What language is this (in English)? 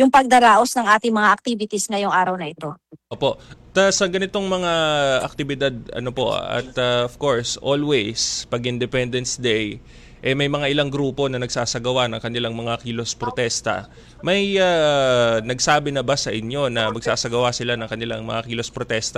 Filipino